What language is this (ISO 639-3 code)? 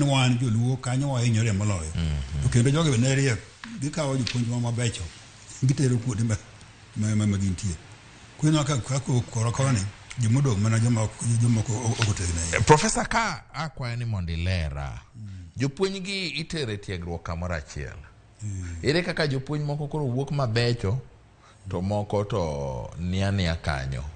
luo